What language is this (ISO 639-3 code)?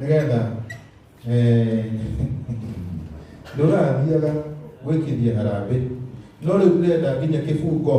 kik